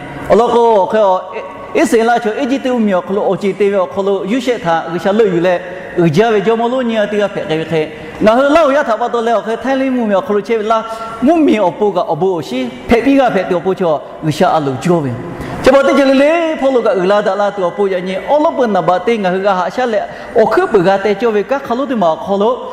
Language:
Lahu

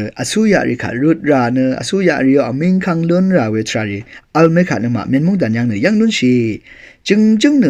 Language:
Rawang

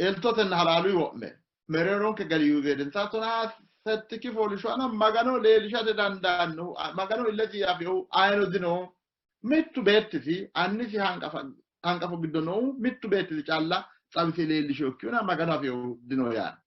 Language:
Sidamo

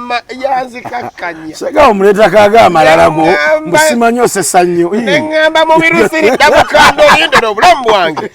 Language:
Ganda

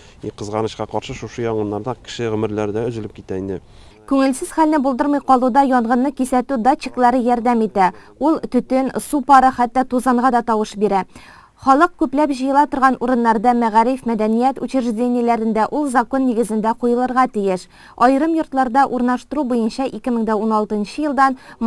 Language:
Tatar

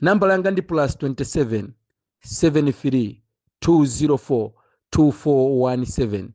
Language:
Nyanja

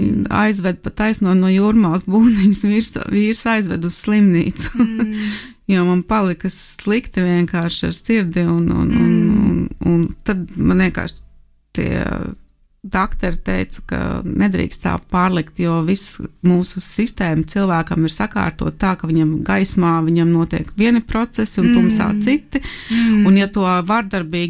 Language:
Latvian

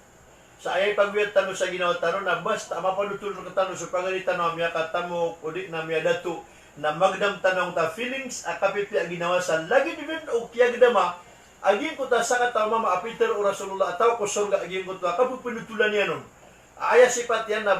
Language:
Maranao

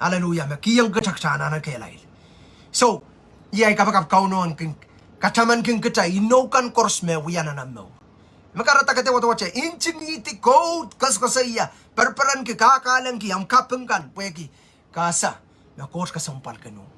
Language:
Pohnpeian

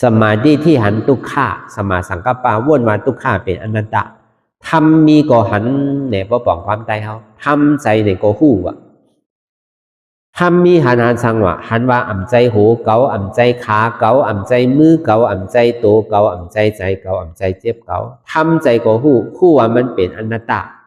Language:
Shan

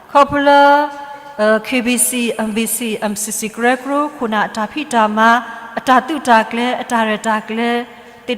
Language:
S'gaw Karen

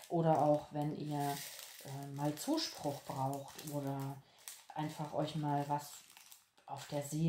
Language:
German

